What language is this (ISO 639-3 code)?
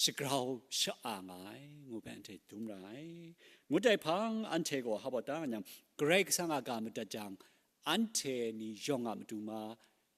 kac